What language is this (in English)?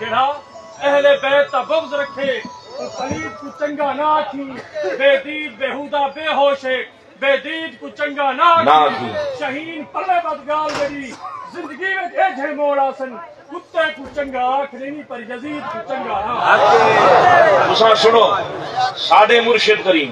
Saraiki